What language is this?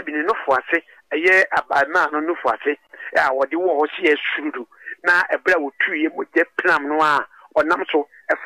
Akan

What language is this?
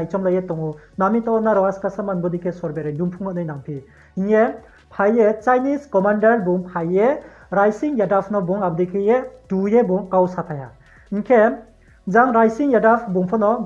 Riang (India)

